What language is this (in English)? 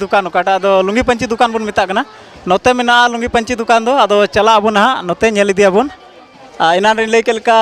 Santali